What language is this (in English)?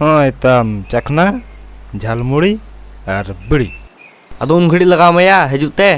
Santali